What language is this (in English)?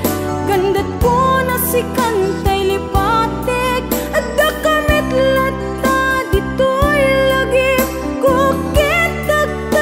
Iloko